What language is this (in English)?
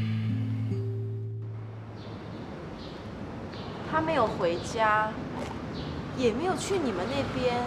Hakka Chinese